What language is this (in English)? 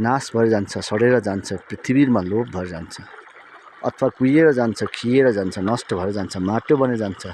Nepali